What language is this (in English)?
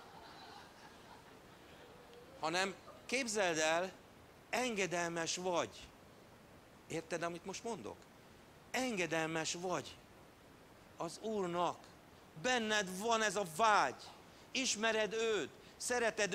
Hungarian